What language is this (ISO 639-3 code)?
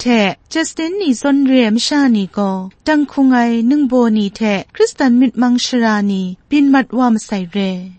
kac